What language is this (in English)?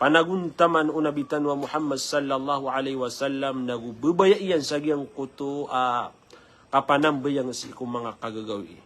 Maranao